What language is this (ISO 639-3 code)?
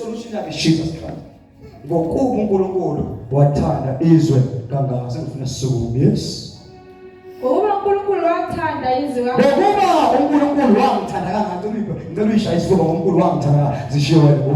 zul